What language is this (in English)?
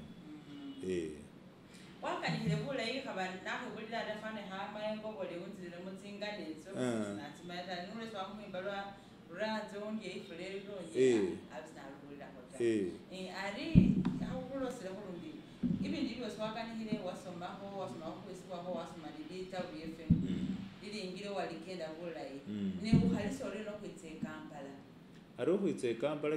Masaaba